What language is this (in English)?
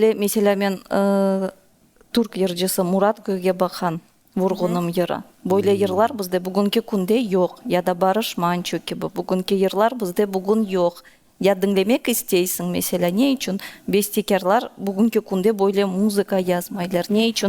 Crimean Tatar